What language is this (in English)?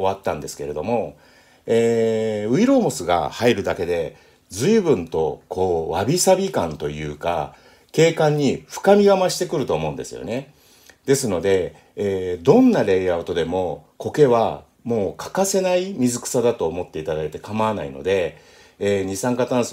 Japanese